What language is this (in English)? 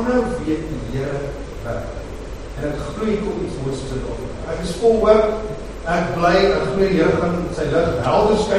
Afrikaans